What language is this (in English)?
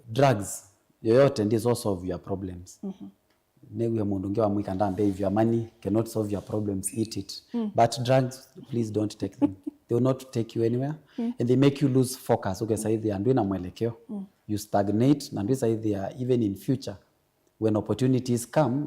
Kamba